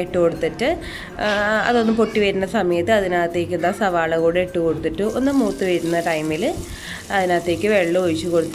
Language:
Malayalam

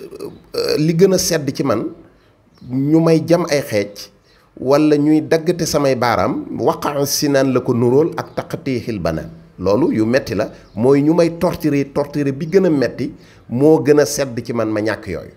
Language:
Wolof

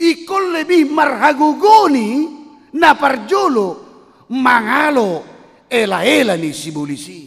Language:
Batak Toba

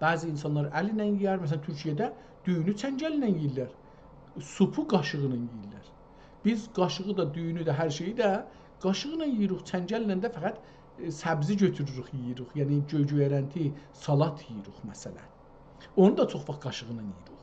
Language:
South Azerbaijani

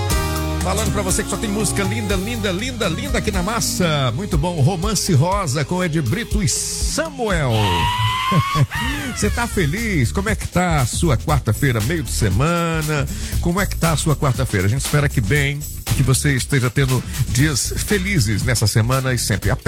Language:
Portuguese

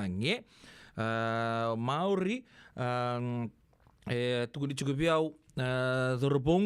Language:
Fijian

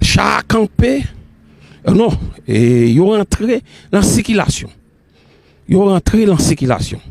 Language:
Haitian Creole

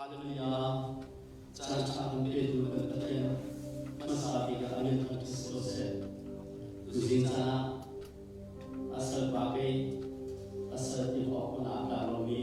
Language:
Hakha Chin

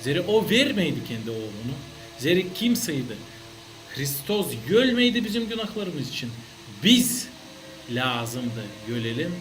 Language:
Gagauz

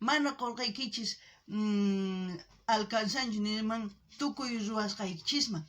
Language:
South Bolivian Quechua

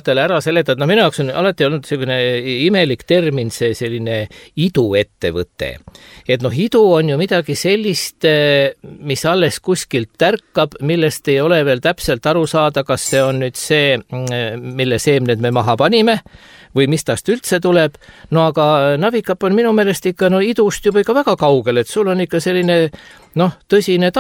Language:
Estonian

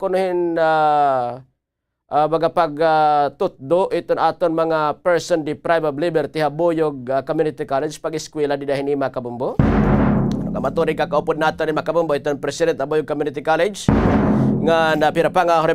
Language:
Waray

